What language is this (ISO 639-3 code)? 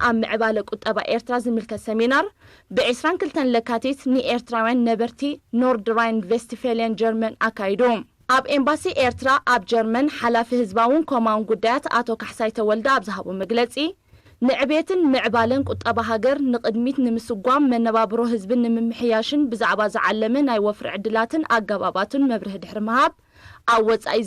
tir